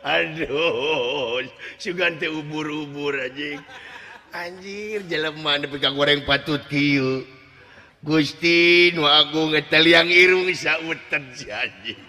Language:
Sundanese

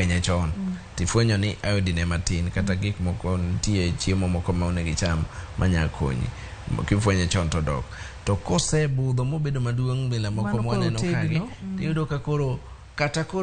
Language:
Luo (Kenya and Tanzania)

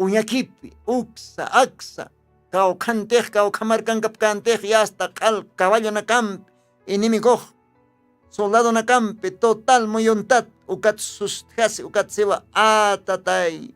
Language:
Aymara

